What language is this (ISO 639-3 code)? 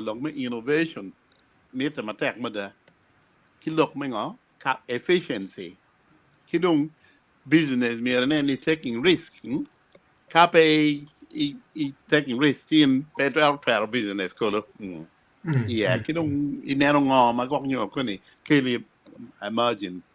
ach